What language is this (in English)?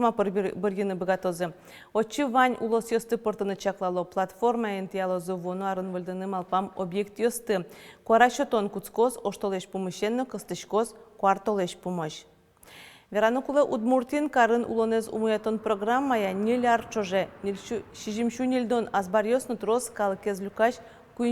Udmurt